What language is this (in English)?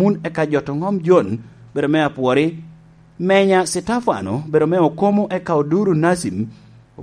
Lango (Uganda)